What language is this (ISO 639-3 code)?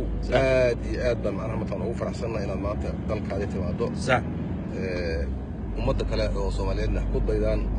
som